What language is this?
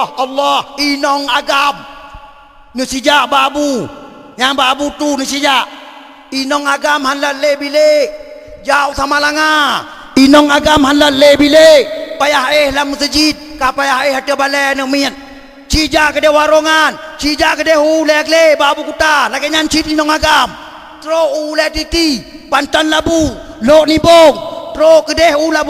Achinese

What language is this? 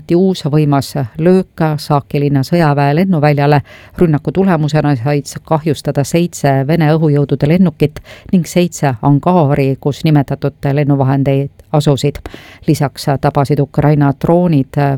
Estonian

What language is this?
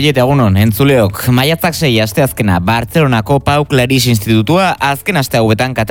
Basque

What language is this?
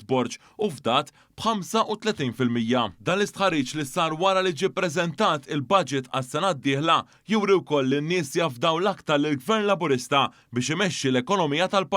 Maltese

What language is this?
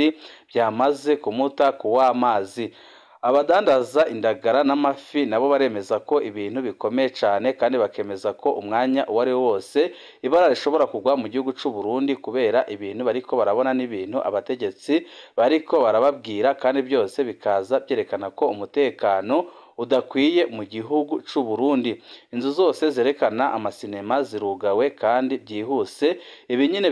Rundi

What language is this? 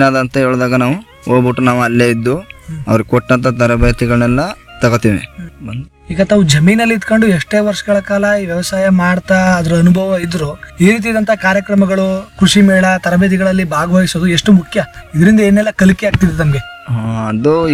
Kannada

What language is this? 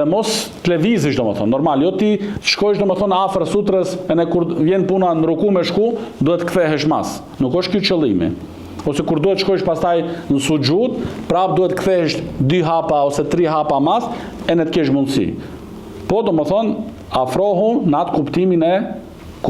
Albanian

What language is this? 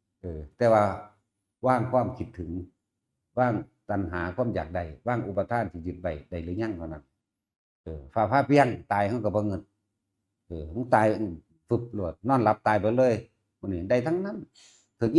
Northeastern Thai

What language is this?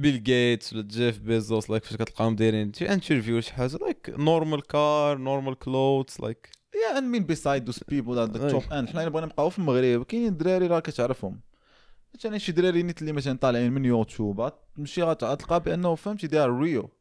Moroccan Arabic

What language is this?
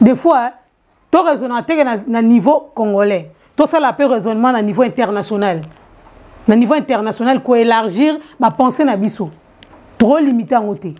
Lingala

